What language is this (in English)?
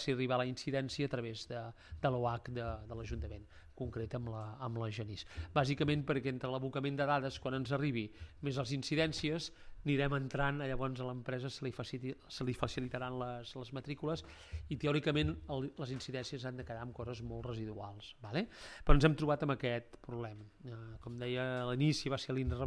Catalan